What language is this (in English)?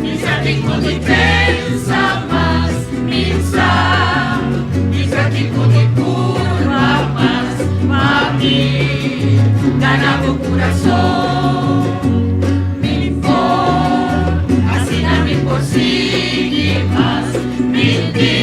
Papiamento